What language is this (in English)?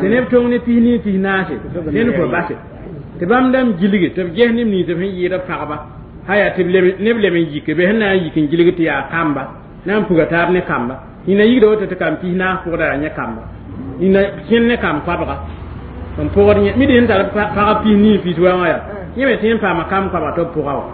Mossi